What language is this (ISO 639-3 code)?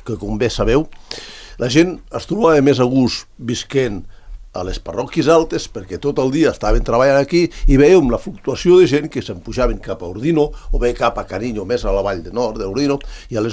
cat